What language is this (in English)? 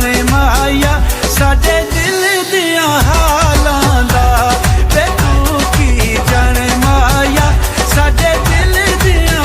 Pahari-Potwari